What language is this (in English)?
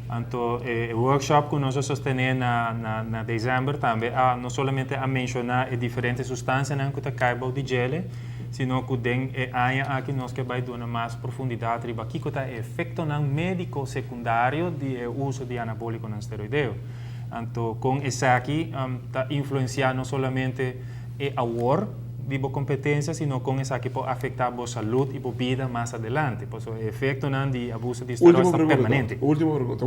Papiamento